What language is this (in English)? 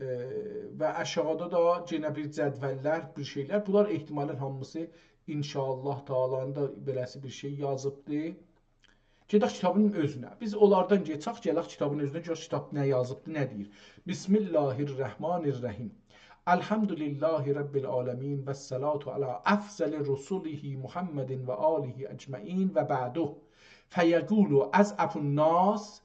South Azerbaijani